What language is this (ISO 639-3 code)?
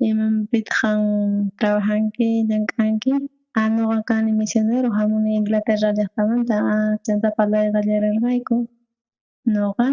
quh